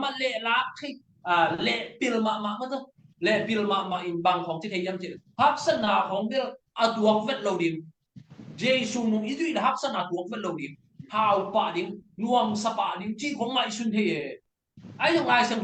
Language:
Tedim Chin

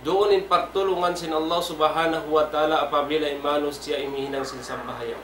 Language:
Tausug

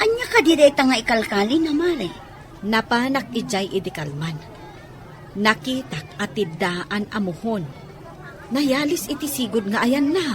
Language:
Iloko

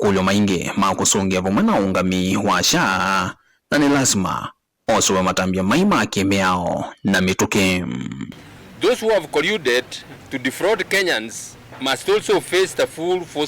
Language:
Kamba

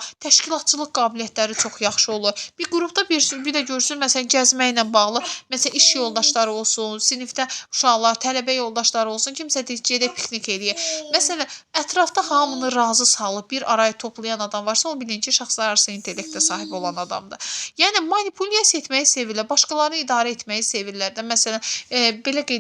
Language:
Azerbaijani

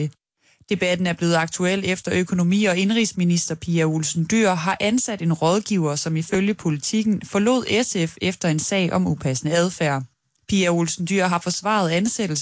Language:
Danish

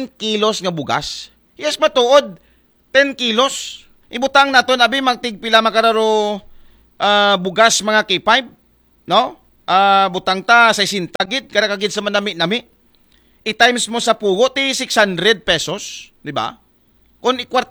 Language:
Aklanon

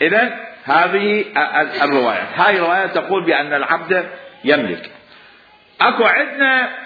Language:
Mesopotamian Arabic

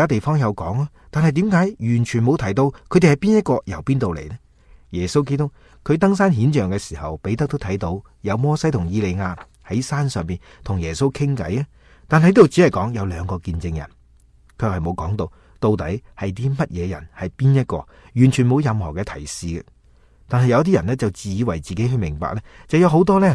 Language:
Cantonese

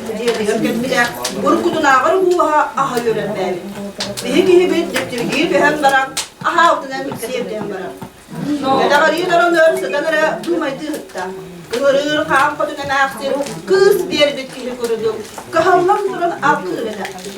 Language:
Yakut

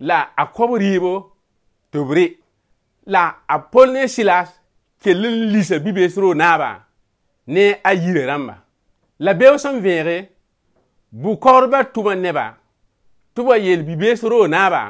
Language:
Mossi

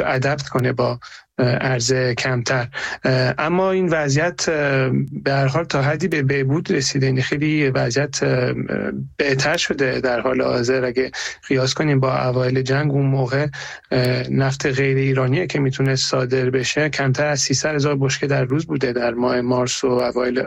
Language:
Persian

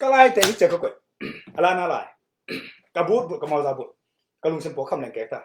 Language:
Tedim Chin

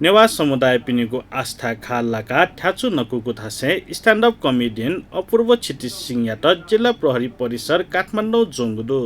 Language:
Newari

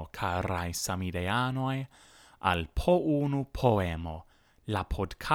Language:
Esperanto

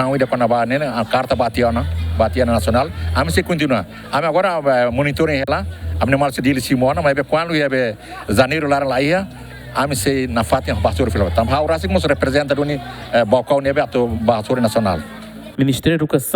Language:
Tetum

